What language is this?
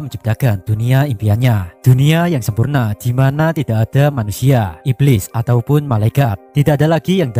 Indonesian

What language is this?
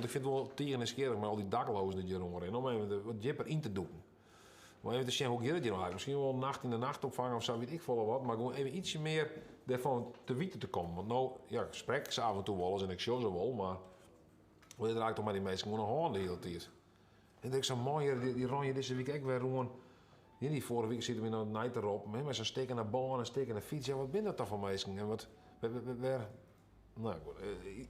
Western Frisian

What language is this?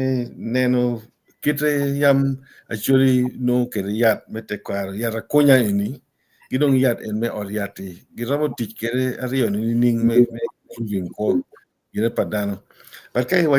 Acoli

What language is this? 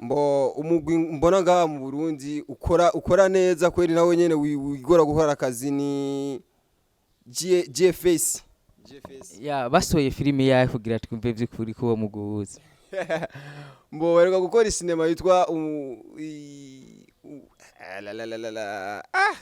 Rundi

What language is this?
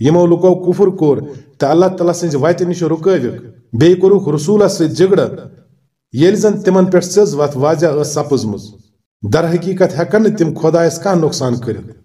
Kashmiri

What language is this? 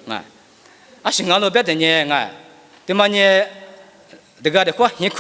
Lisu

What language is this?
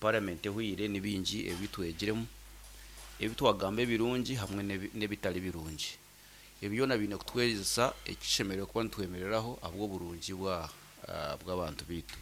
Nyankole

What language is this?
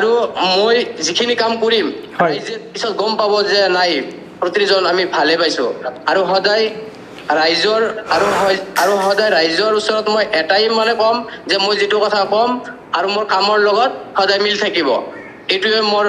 Assamese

